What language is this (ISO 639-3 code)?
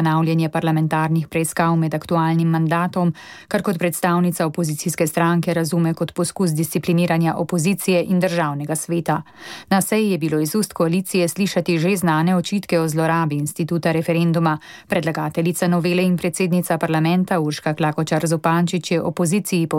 slv